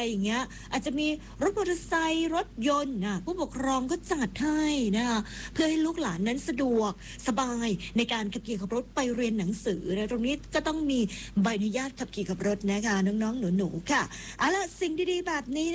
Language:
Thai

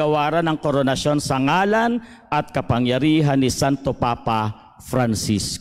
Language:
Filipino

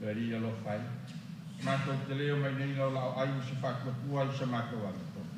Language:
Samoan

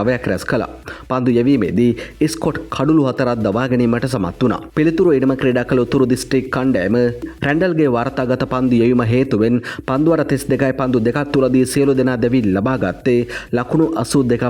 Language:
Sinhala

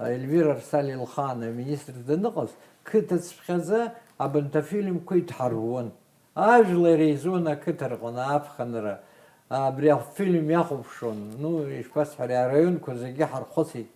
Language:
Abkhazian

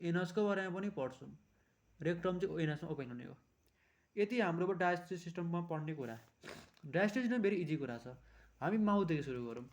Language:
Nepali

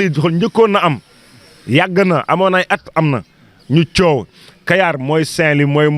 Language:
Wolof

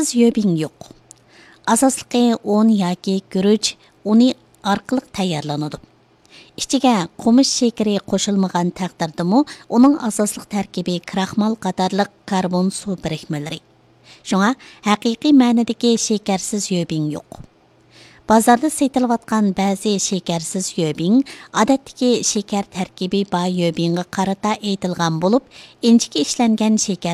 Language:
Uyghur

